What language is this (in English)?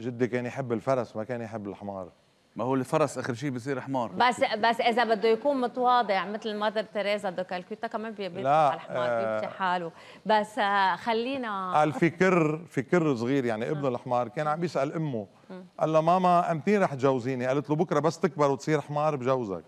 North Levantine Arabic